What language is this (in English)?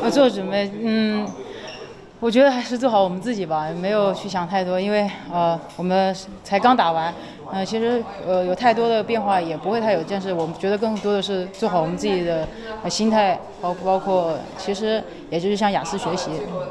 Chinese